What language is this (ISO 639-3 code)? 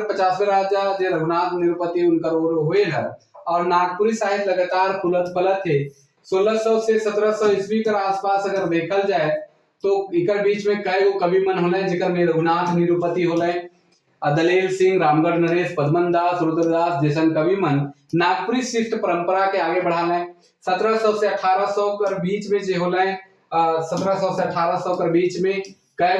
sck